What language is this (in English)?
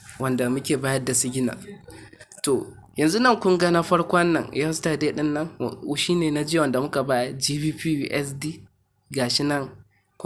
Hausa